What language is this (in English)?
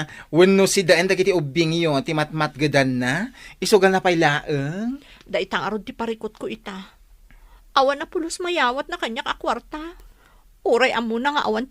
Iloko